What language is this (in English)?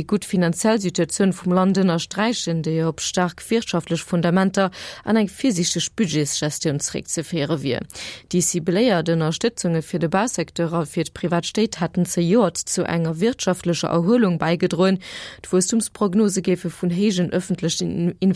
Luxembourgish